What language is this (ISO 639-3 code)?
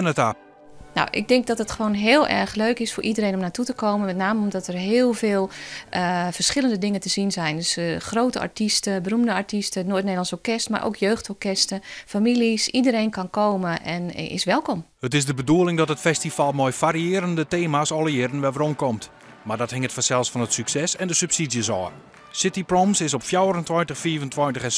fry